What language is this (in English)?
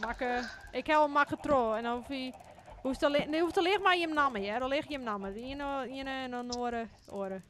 Western Frisian